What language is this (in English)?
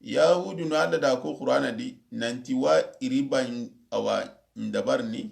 Soninke